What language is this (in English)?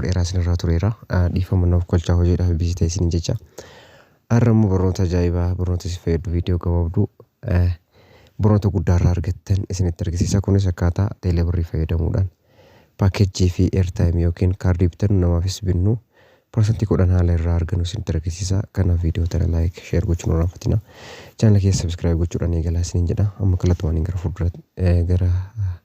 Oromo